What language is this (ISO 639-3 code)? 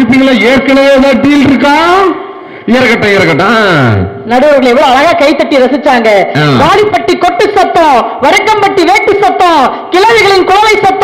tam